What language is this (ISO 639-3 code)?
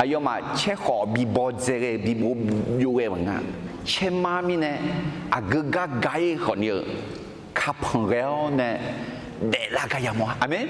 ahk